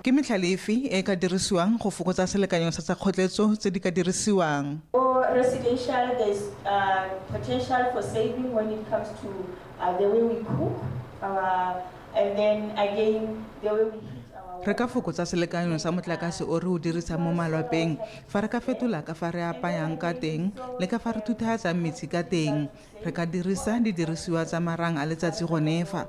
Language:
Tswana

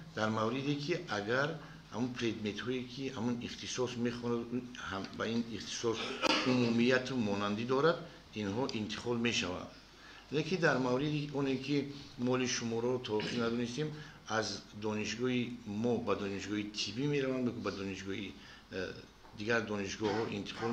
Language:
Tajik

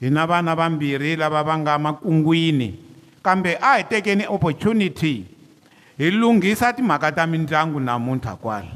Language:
Tsonga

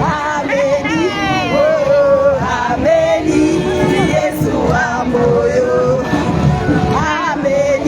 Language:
Nyanja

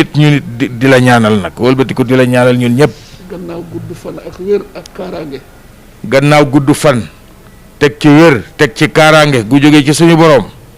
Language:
Wolof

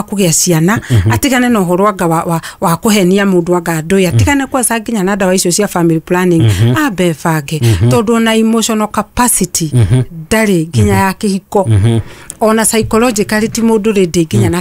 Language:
Kikuyu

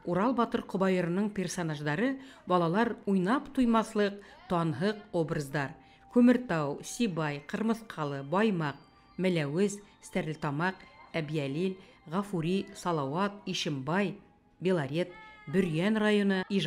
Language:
Bashkir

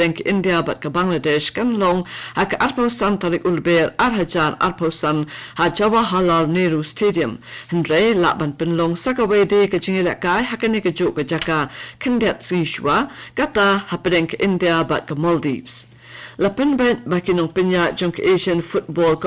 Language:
Khasi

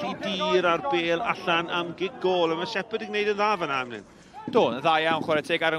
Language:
Welsh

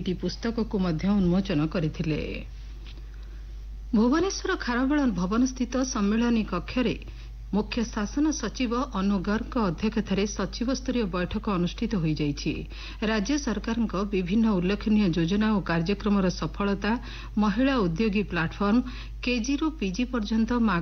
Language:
Odia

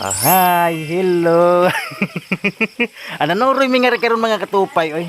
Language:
Cebuano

